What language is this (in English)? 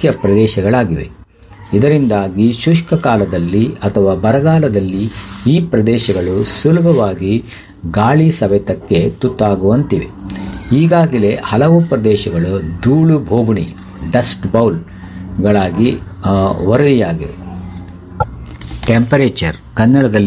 Kannada